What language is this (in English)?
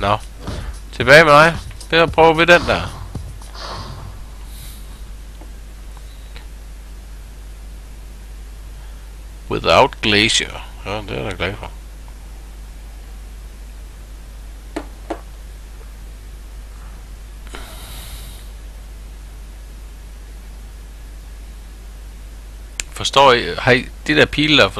Danish